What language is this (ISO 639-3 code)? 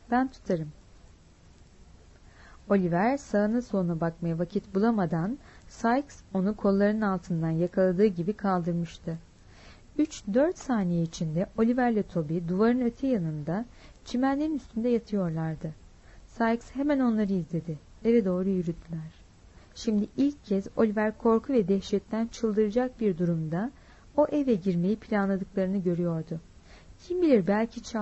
tur